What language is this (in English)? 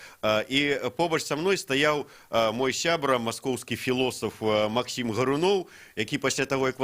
Belarusian